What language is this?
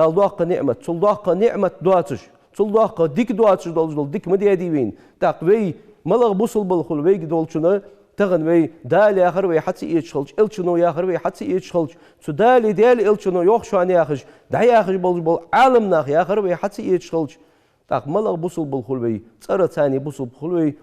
Ingush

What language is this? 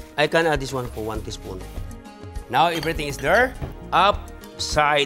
Filipino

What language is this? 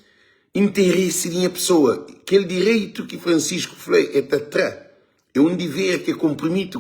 Kabuverdianu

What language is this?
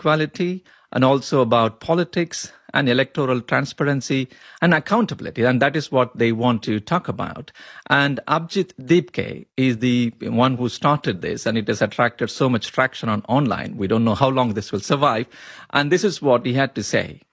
English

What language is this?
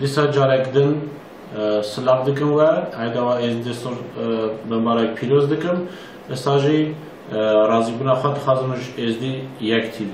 Kurdish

